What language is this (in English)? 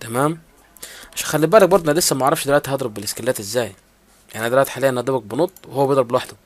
Egyptian Arabic